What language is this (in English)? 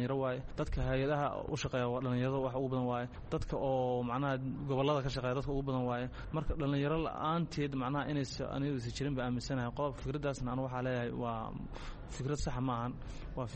Somali